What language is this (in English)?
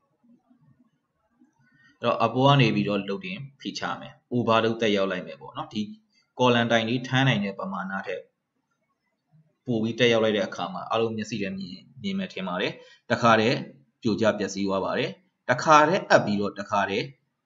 Burmese